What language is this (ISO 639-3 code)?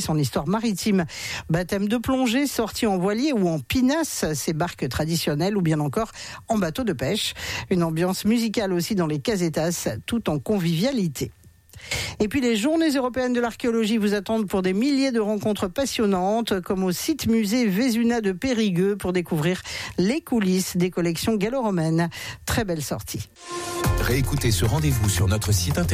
fra